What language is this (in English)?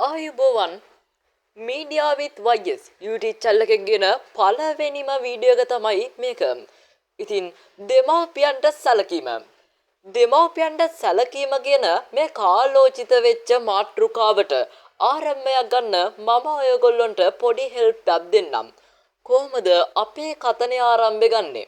Sinhala